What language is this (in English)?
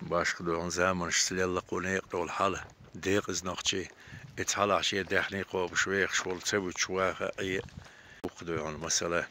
Chechen